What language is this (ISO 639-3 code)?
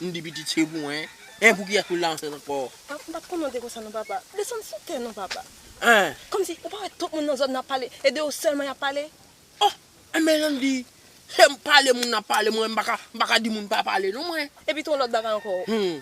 hat